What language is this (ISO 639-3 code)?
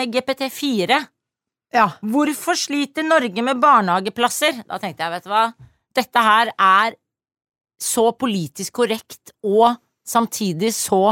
nor